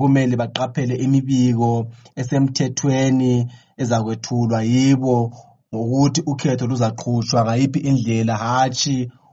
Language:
North Ndebele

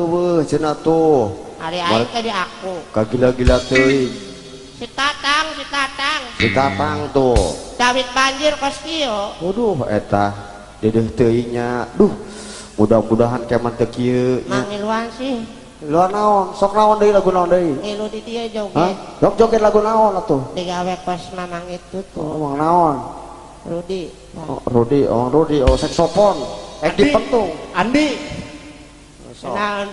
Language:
Sundanese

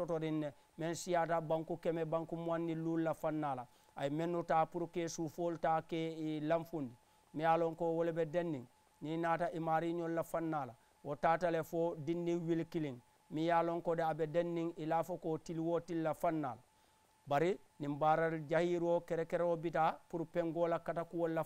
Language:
Mandingo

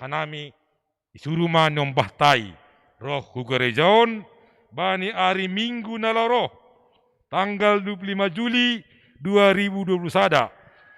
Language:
Batak Simalungun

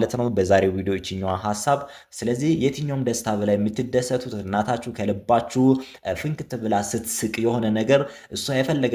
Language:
Amharic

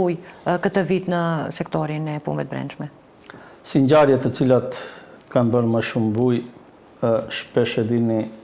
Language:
Albanian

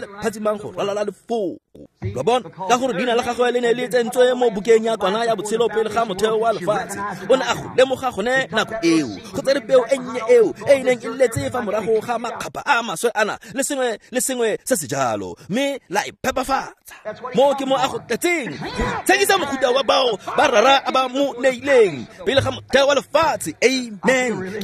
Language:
Tswana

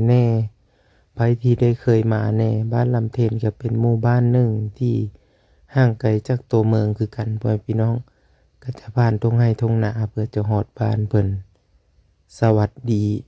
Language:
Lao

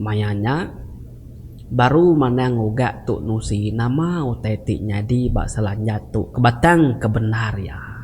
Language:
Iban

